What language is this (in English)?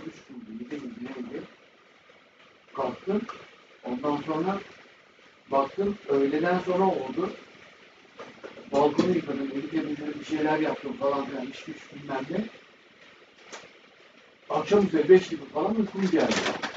Turkish